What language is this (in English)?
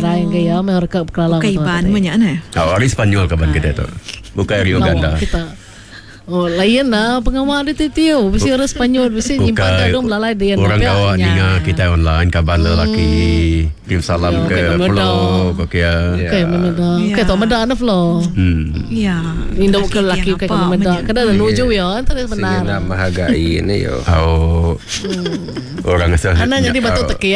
Iban